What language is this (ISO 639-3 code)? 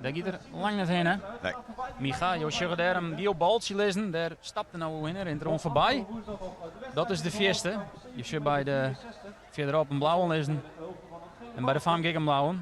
fry